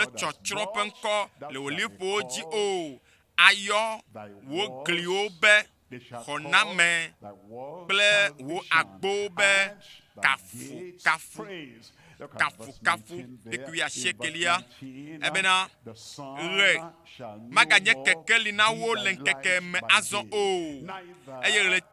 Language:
Ewe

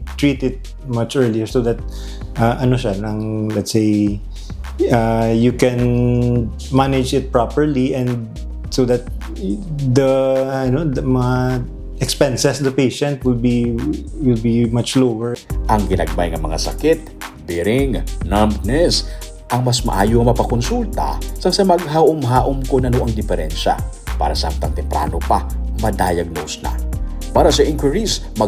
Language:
Hiligaynon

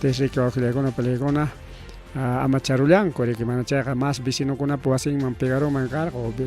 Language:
Ayacucho Quechua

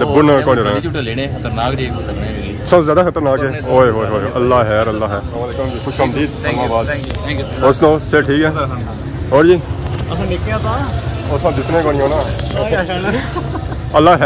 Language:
Pahari-Potwari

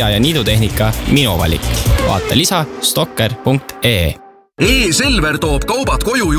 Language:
Estonian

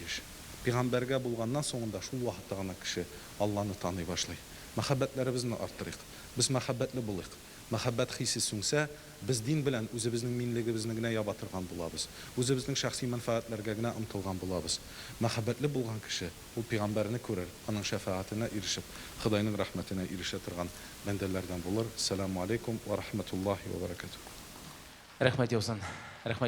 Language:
Tatar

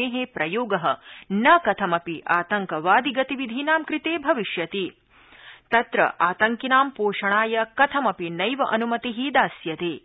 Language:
Sanskrit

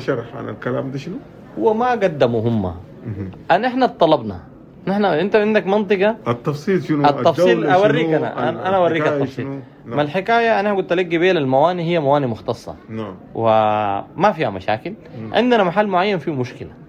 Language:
Sudanese Arabic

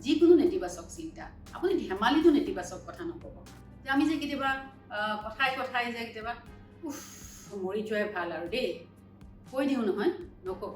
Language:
Assamese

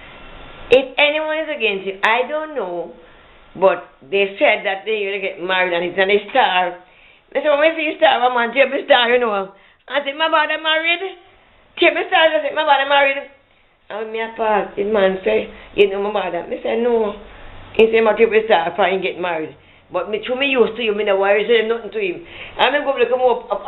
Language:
Jamaican Creole English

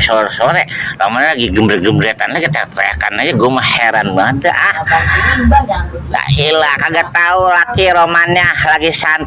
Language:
Betawi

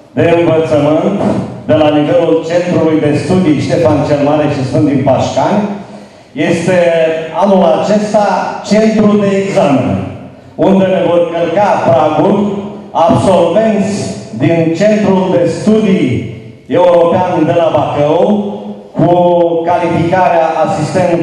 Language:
Romanian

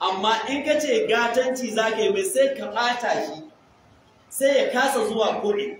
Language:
Hausa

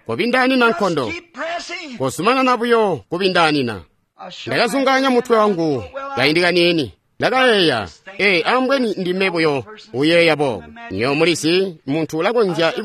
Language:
Tonga (Zambia)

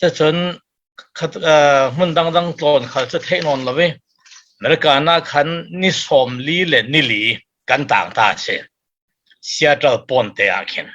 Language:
Falam Chin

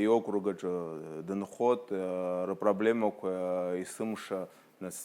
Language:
Abkhazian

